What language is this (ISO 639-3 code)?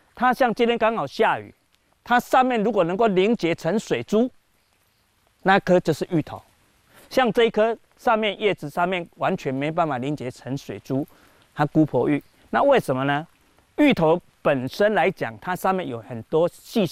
zho